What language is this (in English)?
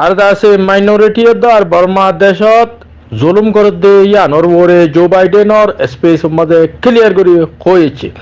Rohingya